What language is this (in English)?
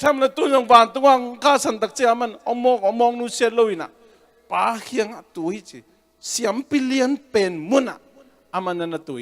Tedim Chin